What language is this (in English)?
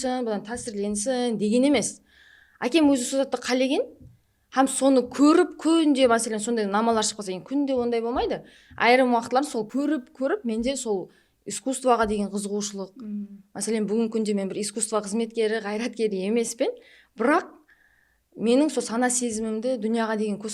Kara-Kalpak